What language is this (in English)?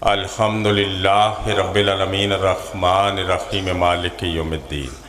Pahari-Potwari